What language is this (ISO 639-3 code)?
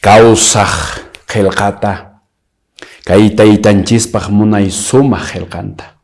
que